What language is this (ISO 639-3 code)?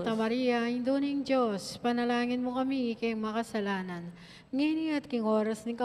pam